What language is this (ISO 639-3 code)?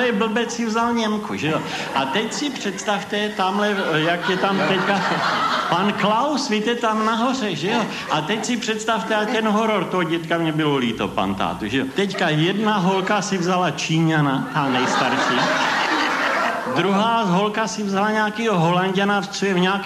ces